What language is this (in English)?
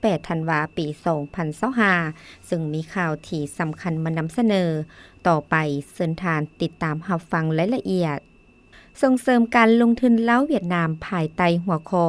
Lao